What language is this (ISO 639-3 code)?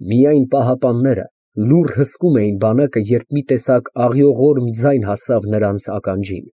hye